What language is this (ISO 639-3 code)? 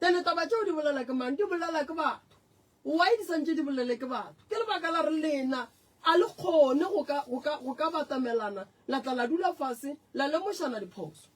nso